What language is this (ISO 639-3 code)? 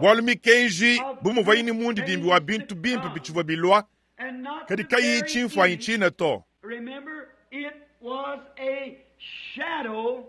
lua